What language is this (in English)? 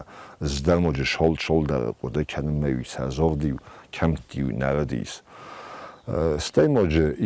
Ossetic